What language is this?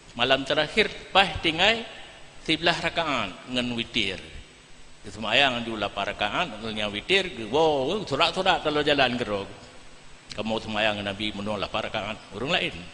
Achinese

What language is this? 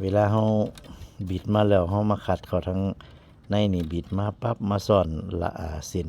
Northeastern Thai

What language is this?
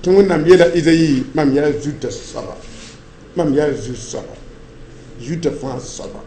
Mossi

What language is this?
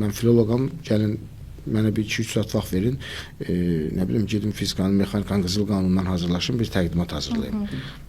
Azerbaijani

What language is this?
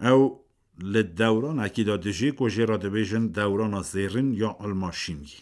Kurdish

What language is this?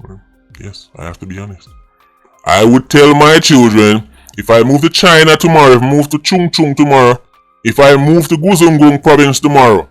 Jamaican Creole English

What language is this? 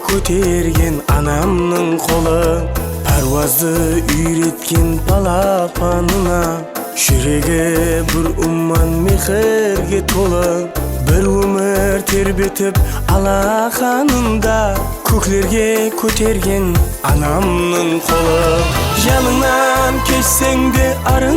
Kara-Kalpak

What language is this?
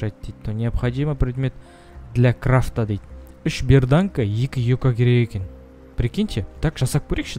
Kazakh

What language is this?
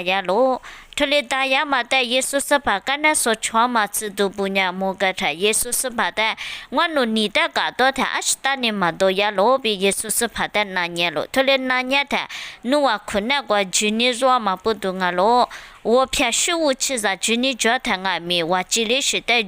Lisu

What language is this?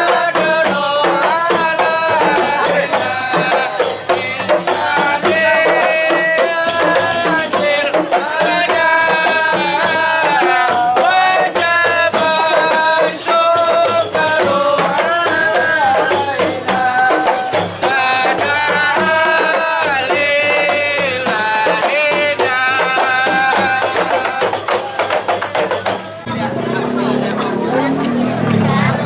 Betawi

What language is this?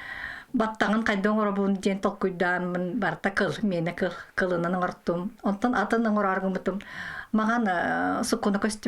Yakut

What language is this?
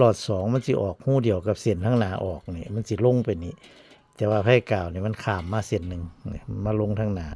Northeastern Thai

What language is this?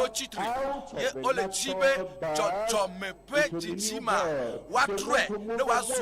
Ewe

